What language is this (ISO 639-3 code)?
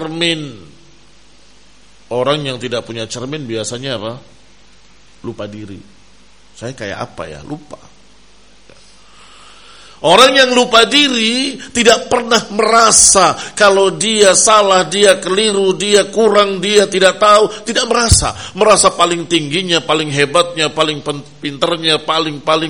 ind